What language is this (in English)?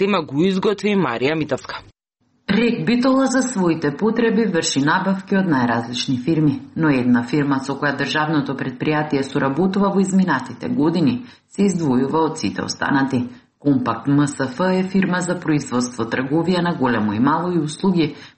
Macedonian